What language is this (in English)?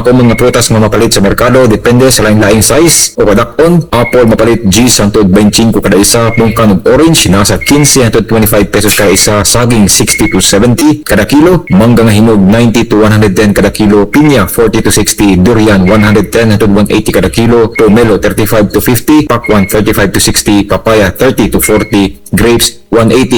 Cebuano